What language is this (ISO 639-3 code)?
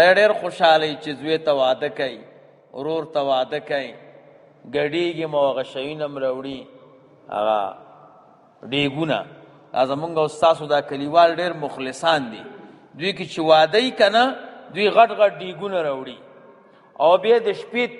pus